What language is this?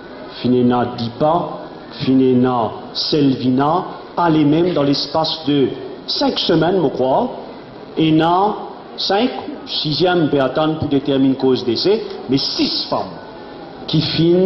Morisyen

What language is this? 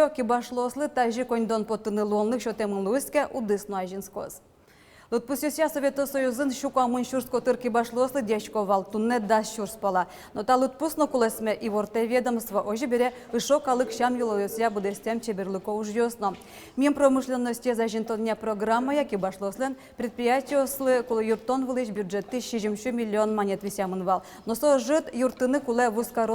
Udmurt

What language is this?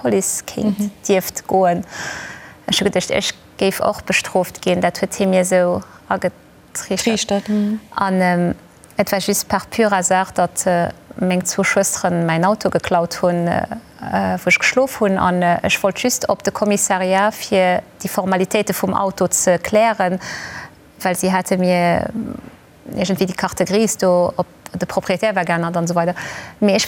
Luxembourgish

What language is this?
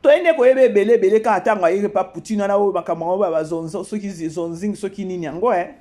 Lingala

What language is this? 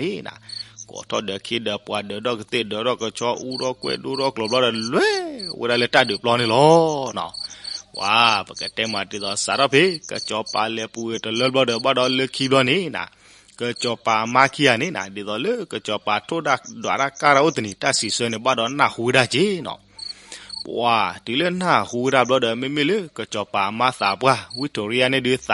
S'gaw Karen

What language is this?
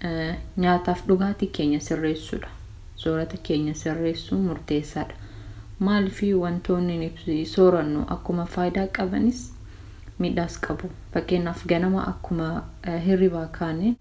Oromo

